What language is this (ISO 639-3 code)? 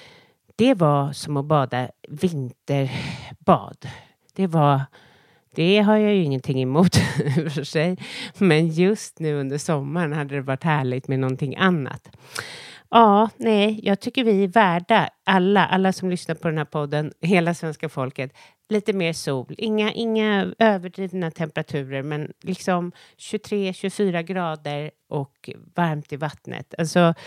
swe